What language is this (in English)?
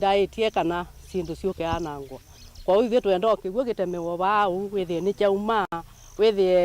Kamba